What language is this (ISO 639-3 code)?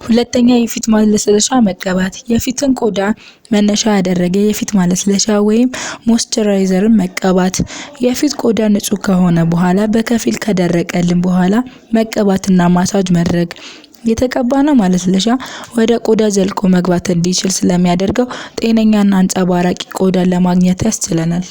amh